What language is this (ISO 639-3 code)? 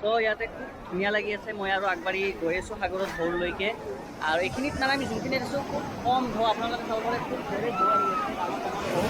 asm